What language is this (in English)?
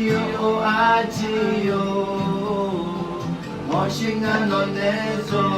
Akha